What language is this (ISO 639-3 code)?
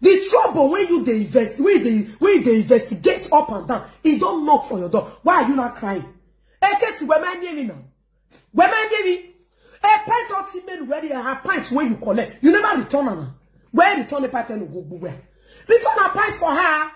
pcm